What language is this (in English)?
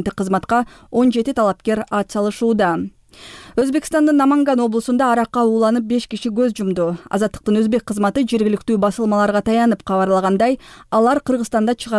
Kyrgyz